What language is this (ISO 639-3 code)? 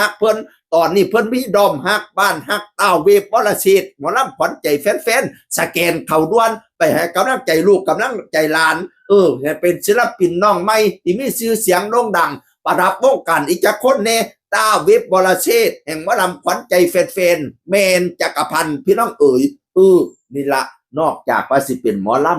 tts